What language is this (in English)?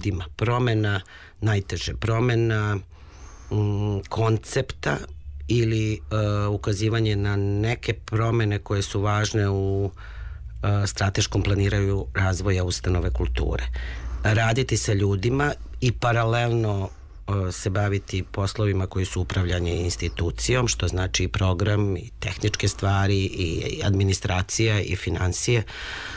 Serbian